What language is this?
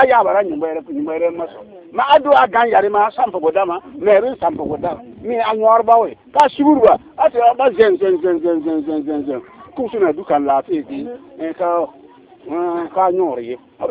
Bissa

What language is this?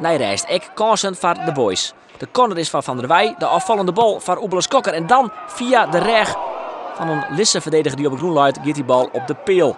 Western Frisian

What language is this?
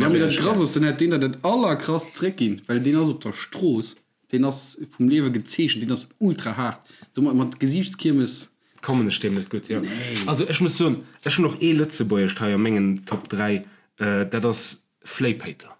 Luxembourgish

